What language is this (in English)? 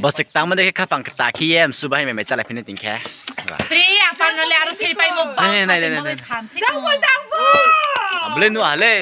Riang (India)